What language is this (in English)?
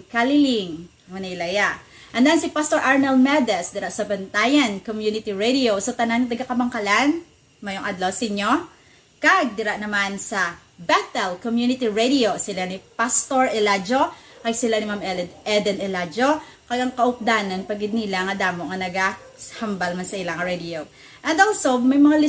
Hiligaynon